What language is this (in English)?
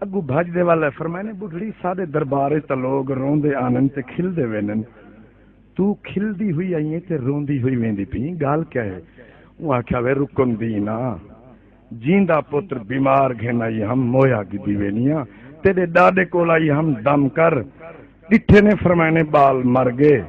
Saraiki